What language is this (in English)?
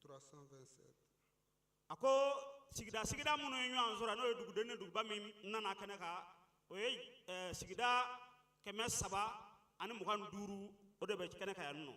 Bambara